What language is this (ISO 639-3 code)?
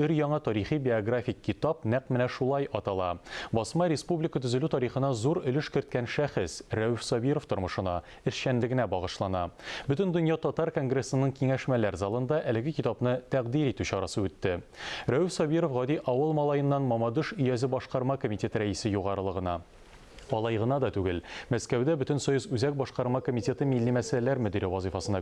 tat